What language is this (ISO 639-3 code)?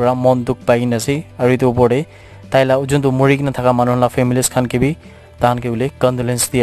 nag